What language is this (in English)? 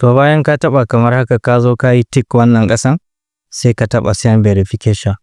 Hausa